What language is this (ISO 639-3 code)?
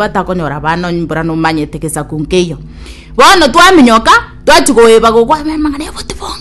guz